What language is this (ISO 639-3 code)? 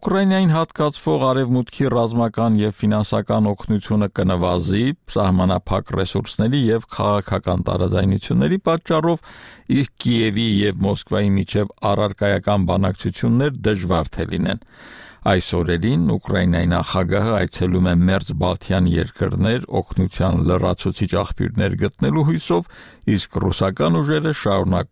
hye